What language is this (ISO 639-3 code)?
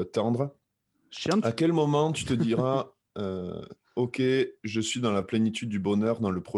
fra